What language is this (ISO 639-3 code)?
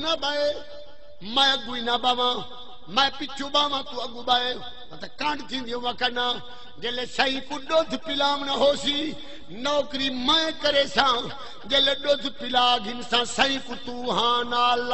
skr